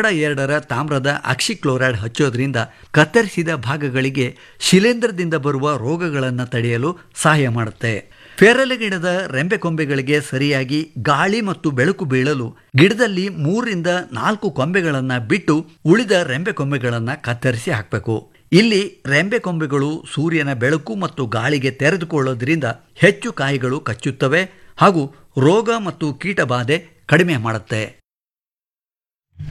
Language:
Kannada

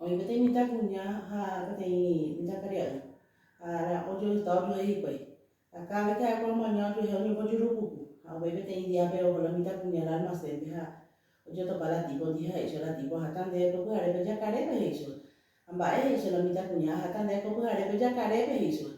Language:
Guarani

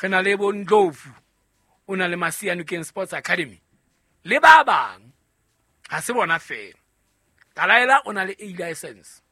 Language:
Southern Sotho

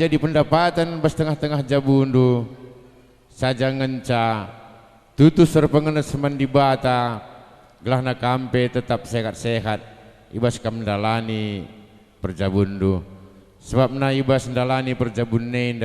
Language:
Batak Karo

